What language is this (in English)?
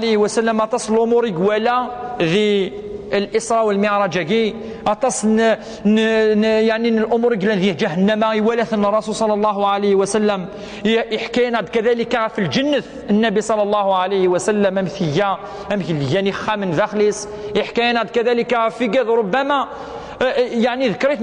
Kabyle